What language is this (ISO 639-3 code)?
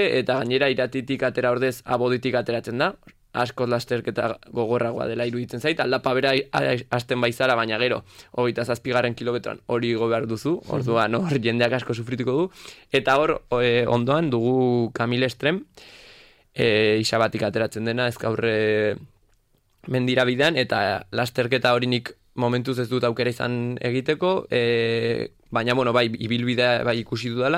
eus